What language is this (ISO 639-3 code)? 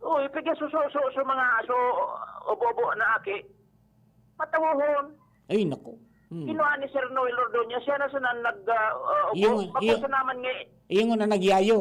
bik